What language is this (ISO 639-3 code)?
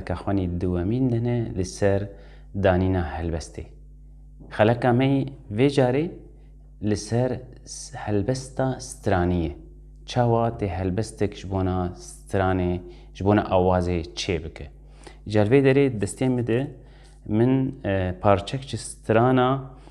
kur